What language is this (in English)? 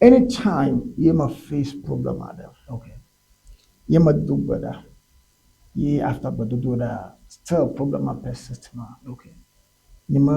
Ewe